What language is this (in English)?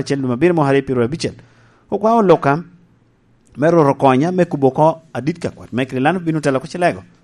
Lango (Uganda)